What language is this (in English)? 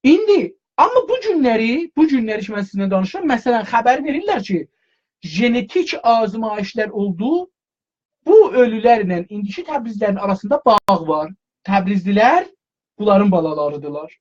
South Azerbaijani